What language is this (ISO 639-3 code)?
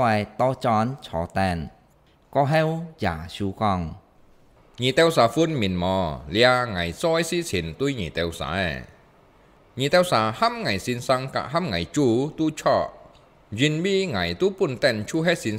hak